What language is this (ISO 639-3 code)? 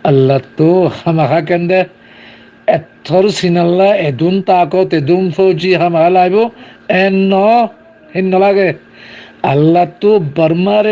rhg